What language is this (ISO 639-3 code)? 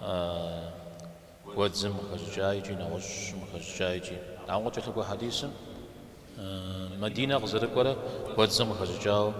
kbd